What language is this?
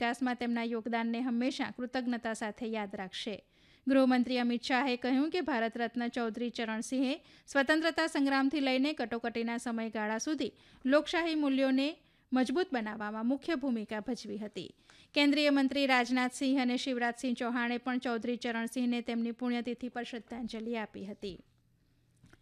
Gujarati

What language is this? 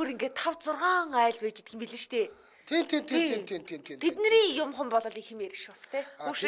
Mongolian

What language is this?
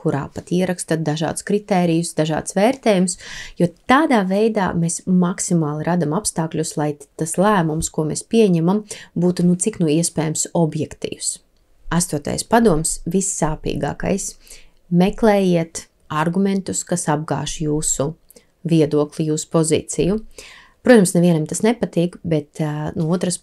Latvian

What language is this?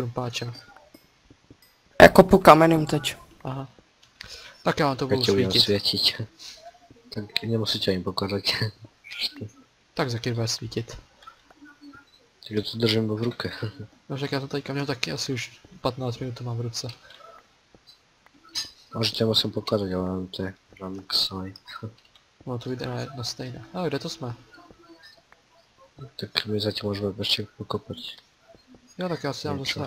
Czech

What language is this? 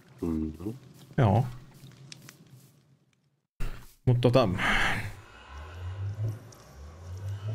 Finnish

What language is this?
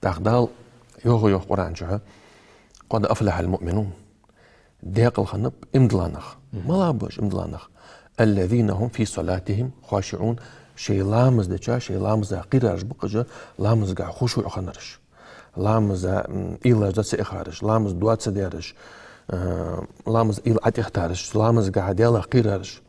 Ingush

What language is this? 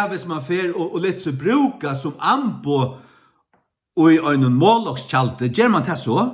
Faroese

